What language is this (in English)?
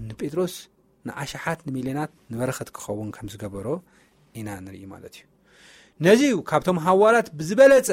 Tigrinya